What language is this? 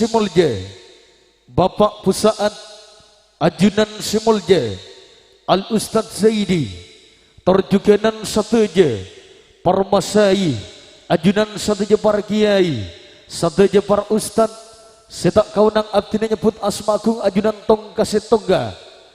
Madurese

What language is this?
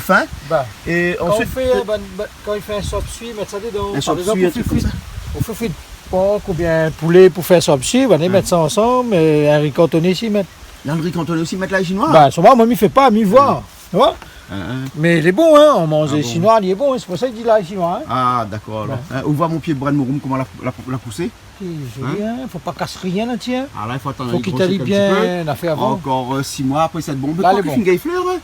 Réunion Creole French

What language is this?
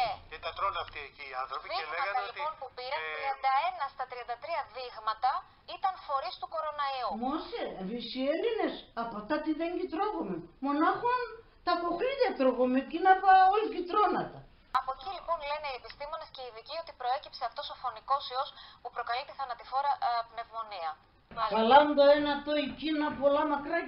Pontic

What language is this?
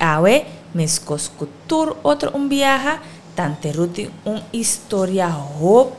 Papiamento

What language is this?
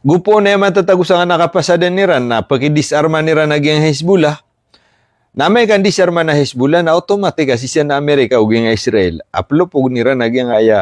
Maranao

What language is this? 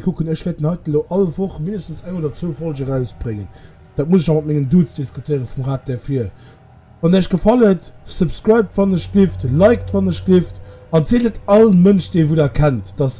Luxembourgish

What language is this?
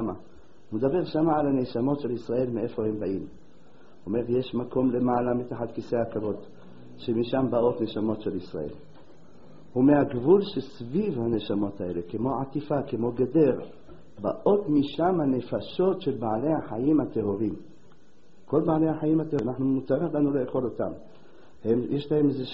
Hebrew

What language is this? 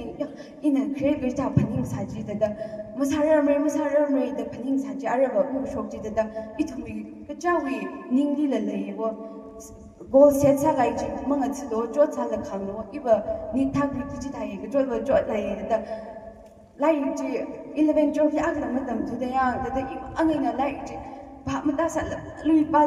Tangkhul Naga (India)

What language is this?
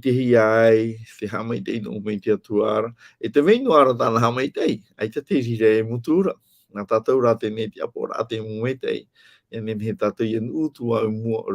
Tahitian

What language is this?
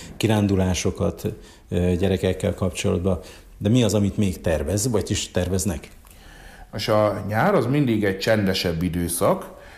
Hungarian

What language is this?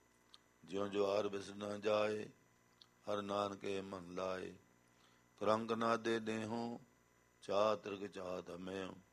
Punjabi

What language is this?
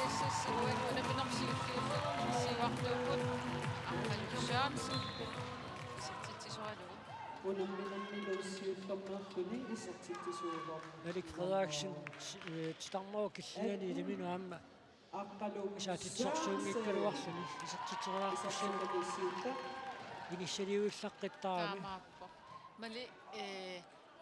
Kalaallisut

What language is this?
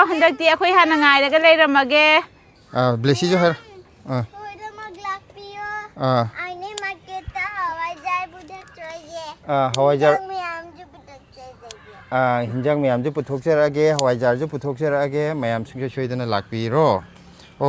Manipuri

